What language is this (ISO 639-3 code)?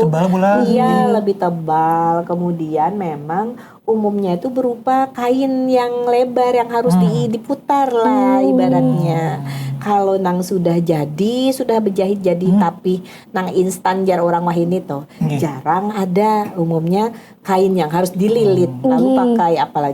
bjn